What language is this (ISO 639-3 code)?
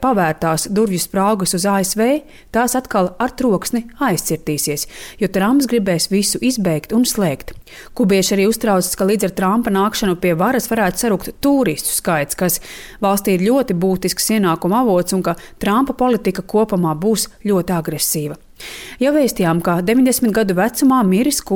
lav